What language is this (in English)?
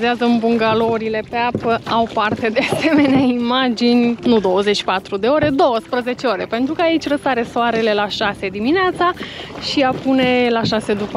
Romanian